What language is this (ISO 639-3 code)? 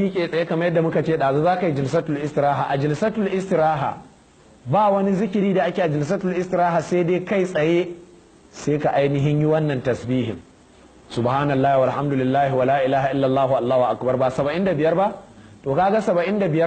hau